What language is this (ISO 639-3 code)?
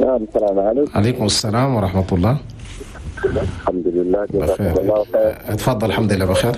shu